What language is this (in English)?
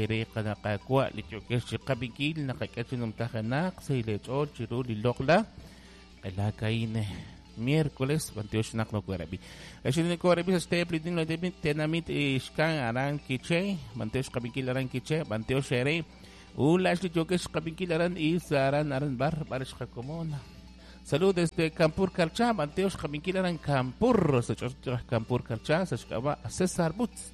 Kekchí